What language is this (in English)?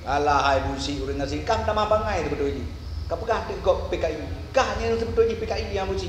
Achinese